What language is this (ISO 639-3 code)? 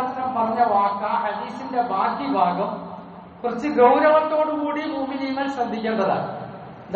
mal